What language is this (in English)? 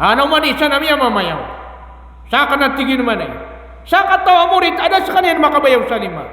Maranao